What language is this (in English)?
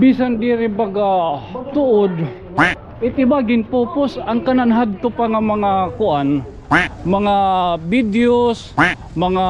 Waray